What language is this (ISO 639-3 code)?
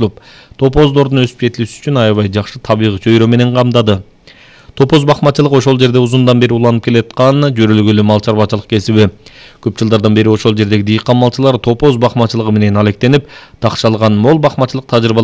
kir